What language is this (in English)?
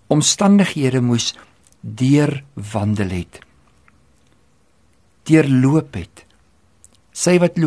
Afrikaans